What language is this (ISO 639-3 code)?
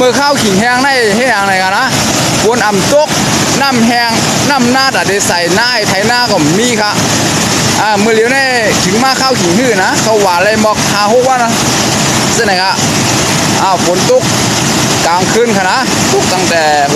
shn